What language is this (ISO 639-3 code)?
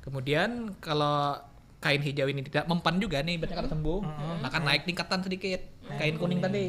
bjn